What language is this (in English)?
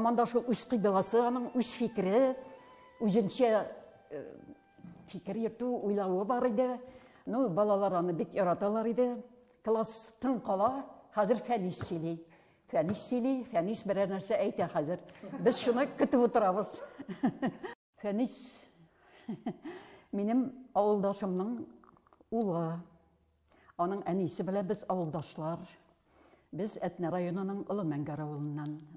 Tatar